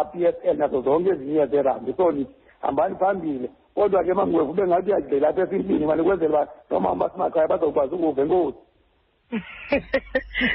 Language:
Xhosa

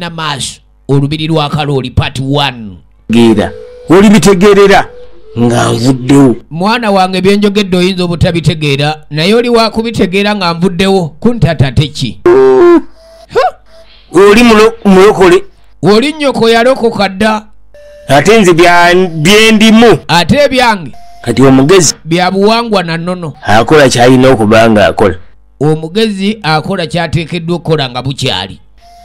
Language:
Ganda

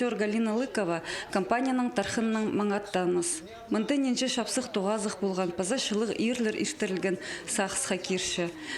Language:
Khakas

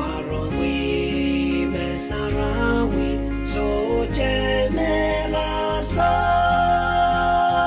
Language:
Pohnpeian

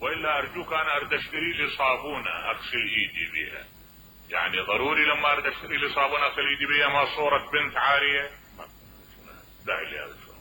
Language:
Mesopotamian Arabic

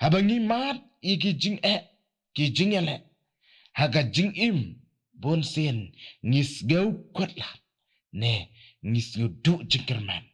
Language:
Khasi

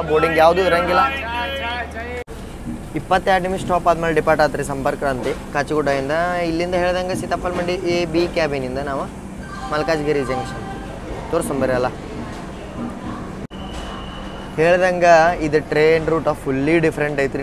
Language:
Kannada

